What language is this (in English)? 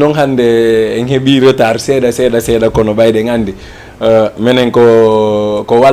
Fula